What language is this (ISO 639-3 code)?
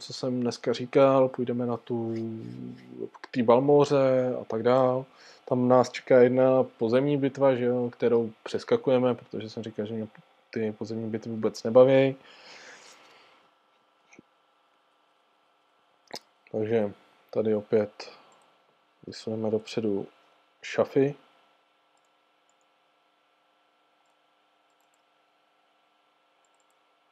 ces